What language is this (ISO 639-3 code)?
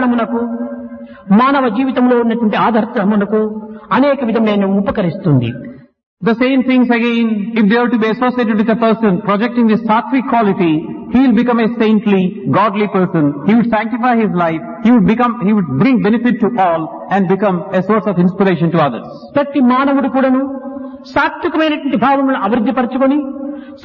tel